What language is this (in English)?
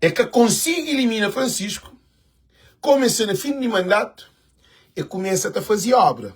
Kabuverdianu